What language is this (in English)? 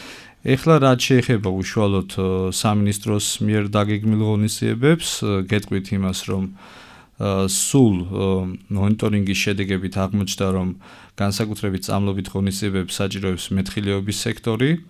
Georgian